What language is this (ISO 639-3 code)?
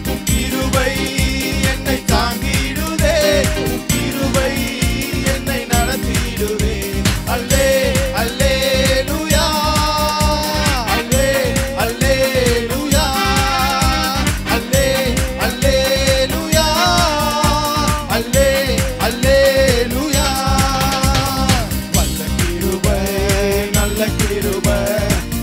tam